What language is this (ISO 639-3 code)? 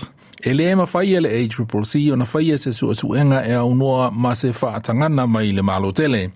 smo